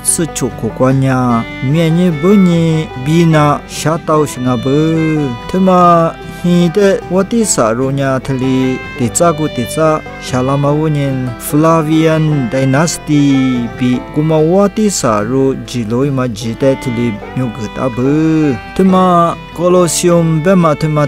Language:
Lisu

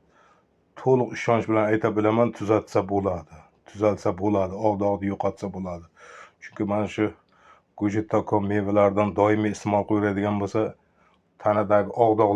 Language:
Uzbek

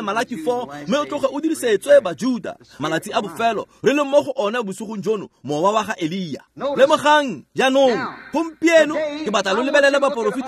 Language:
Tswana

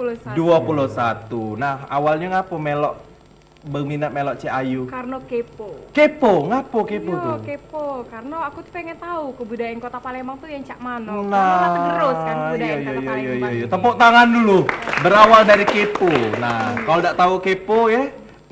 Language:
Musi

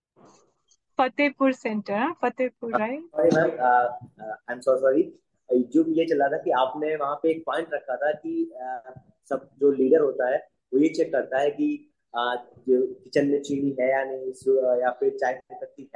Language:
Hindi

